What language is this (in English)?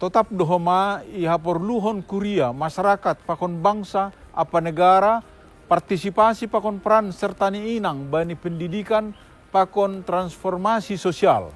Batak Simalungun